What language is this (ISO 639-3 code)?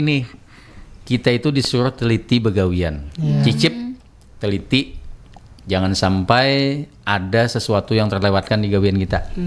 bjn